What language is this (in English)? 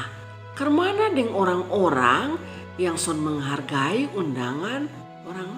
Kupang Malay